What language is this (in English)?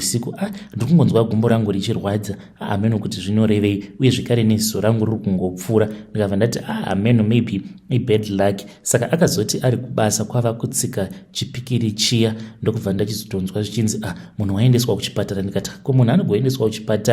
Shona